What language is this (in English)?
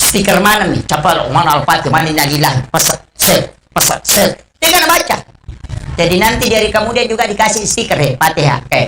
Buginese